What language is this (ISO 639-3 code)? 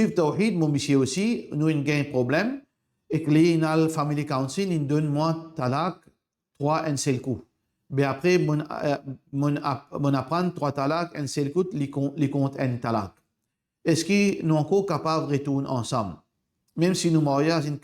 mfe